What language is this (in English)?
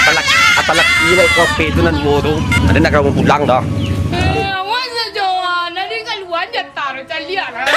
Minangkabau